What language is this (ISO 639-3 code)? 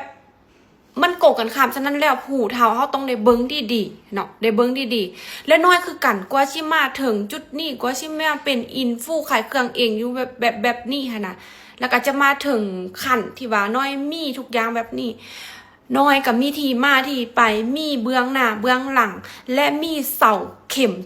lao